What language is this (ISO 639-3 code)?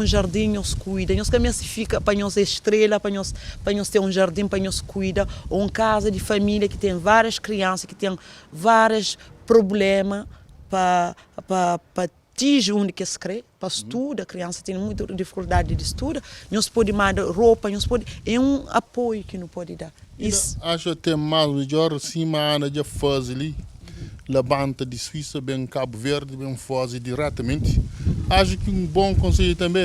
kea